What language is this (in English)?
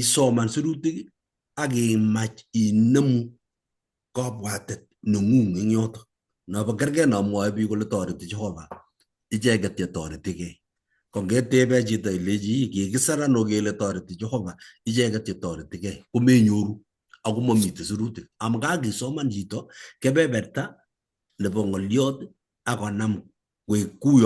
Kalenjin